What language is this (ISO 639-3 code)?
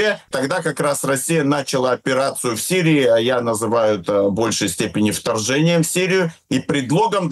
rus